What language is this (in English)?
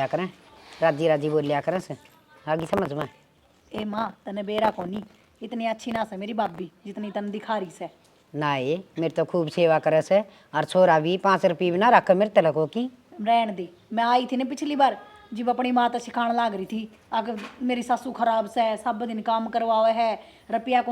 Haryanvi